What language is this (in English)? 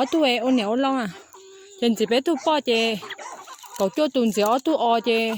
Hmong